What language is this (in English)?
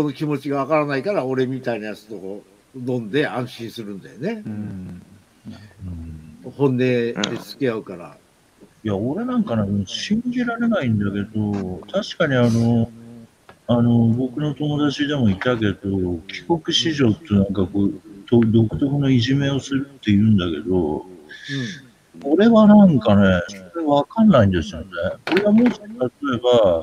Japanese